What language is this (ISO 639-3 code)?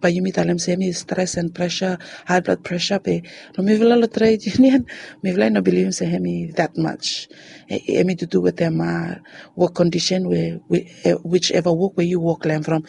bis